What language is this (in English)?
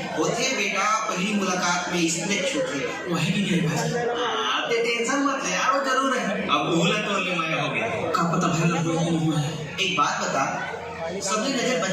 Chhattisgarhi